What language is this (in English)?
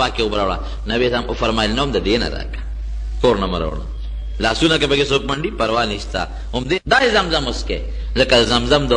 Pashto